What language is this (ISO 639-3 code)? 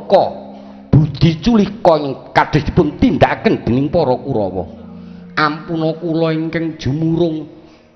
jav